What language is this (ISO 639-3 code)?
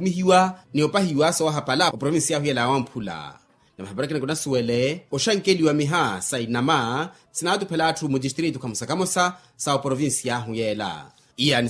vmw